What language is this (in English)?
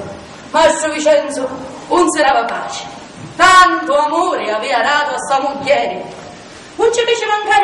Sicilian